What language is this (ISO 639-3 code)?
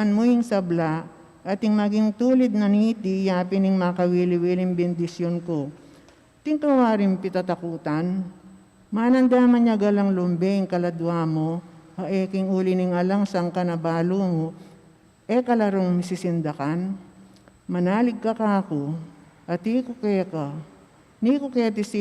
pam